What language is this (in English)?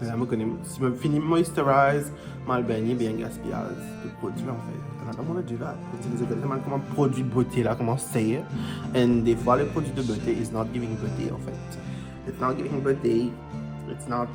Morisyen